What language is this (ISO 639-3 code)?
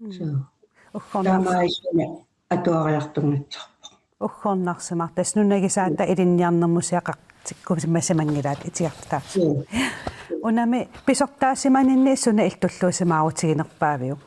kal